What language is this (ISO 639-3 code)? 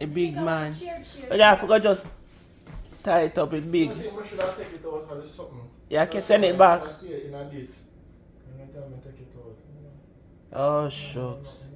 jam